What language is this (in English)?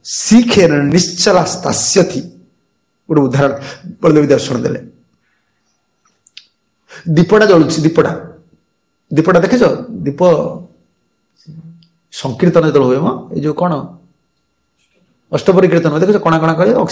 Odia